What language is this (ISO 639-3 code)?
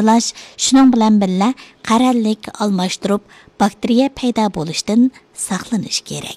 uig